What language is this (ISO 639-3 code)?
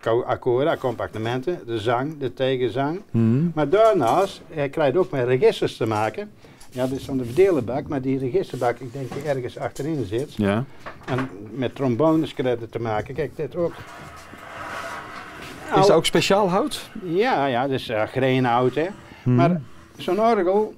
nld